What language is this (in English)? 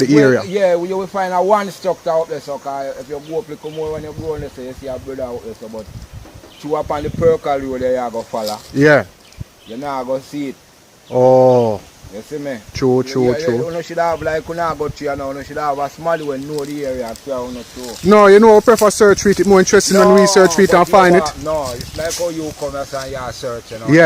Jamaican Creole English